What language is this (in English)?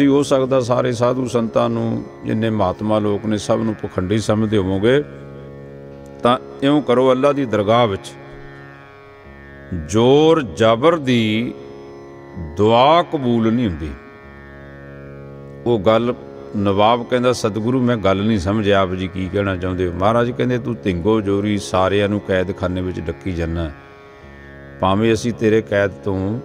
Punjabi